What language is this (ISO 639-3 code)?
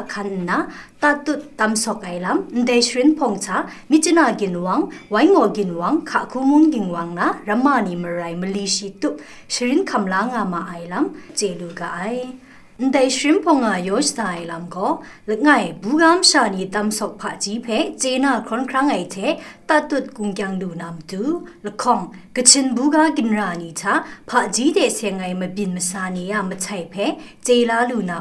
kac